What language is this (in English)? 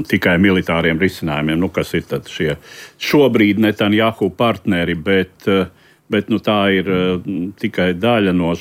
Latvian